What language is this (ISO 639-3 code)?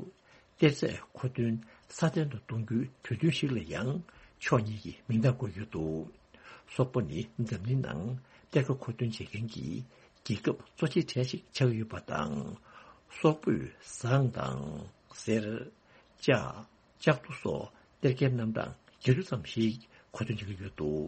bod